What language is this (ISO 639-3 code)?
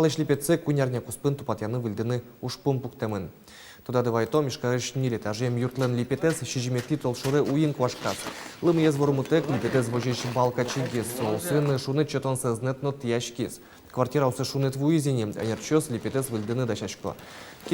udm